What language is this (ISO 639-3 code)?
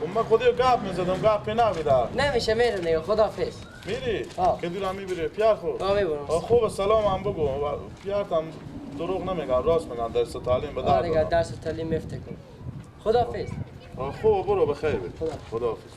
fas